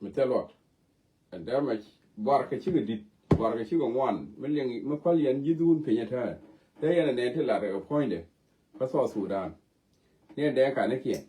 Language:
Nuer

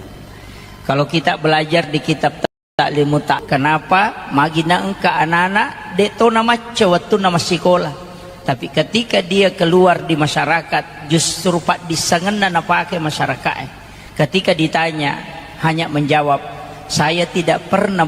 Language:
Buginese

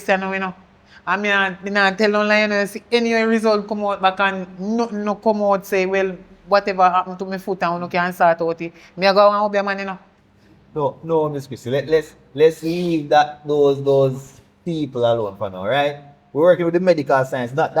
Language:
Jamaican Creole English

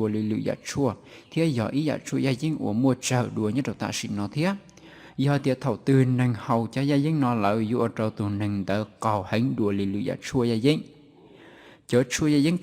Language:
Hmong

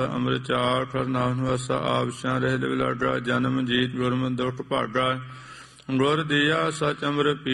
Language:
Punjabi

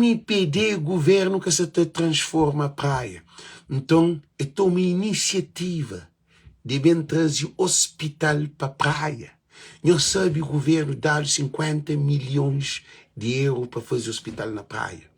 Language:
Kabuverdianu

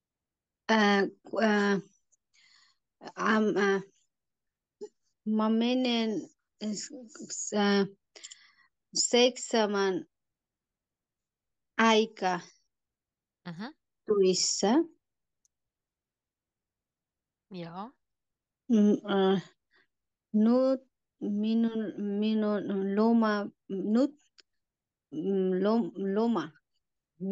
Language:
Finnish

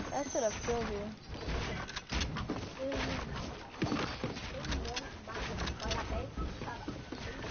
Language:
English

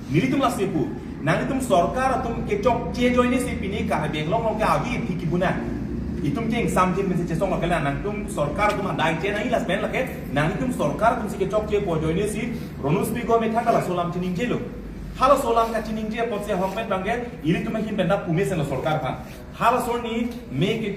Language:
Karbi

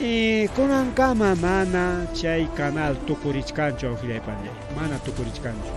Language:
Ayacucho Quechua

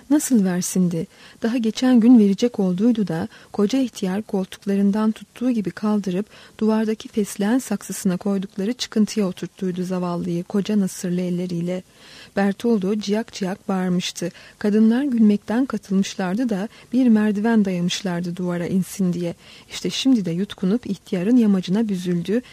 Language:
Turkish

